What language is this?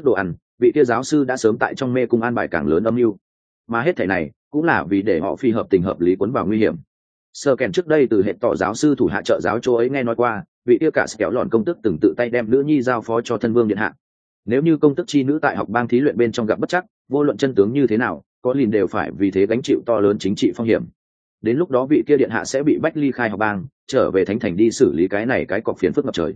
Vietnamese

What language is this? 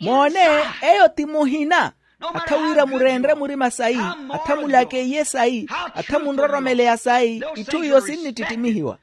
Makhuwa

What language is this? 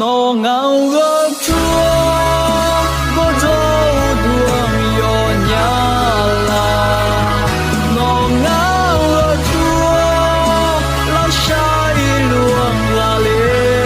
Akha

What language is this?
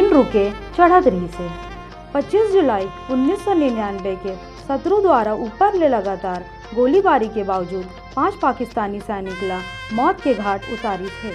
Chhattisgarhi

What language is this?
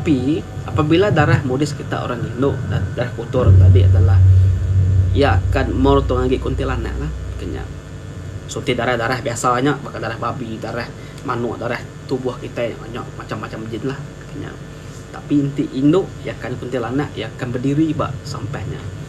Iban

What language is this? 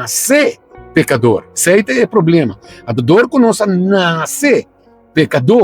Papiamento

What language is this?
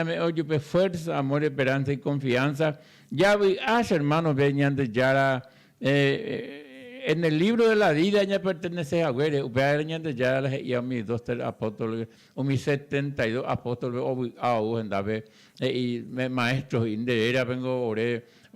Guarani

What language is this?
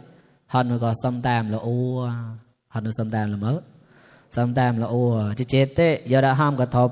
Mon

